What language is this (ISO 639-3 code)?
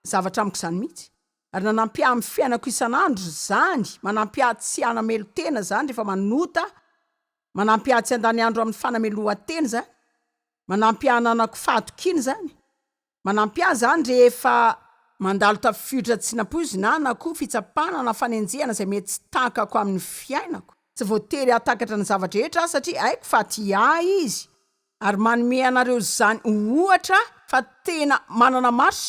mlg